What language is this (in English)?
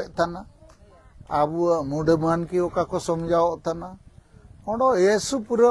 Santali